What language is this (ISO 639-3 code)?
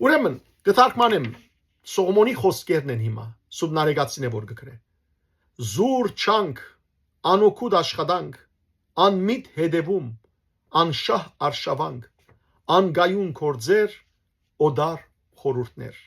hyw